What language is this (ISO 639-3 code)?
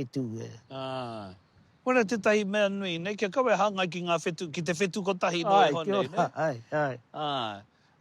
mri